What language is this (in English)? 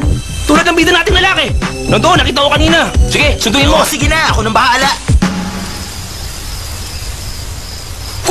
Filipino